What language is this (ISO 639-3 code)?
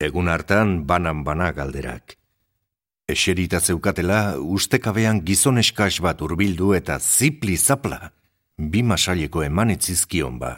eus